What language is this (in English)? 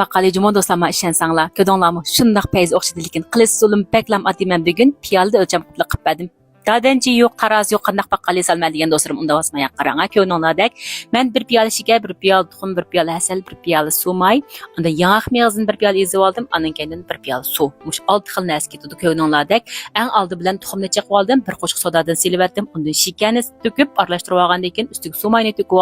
Uyghur